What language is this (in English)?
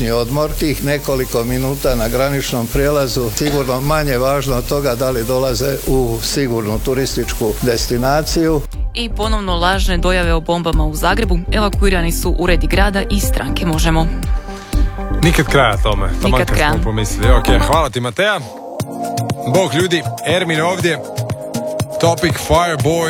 Croatian